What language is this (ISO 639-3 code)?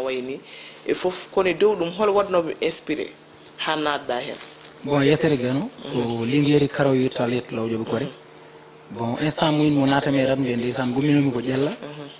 ful